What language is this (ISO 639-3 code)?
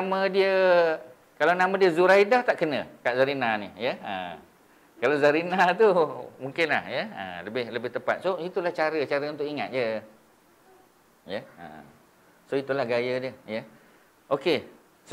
msa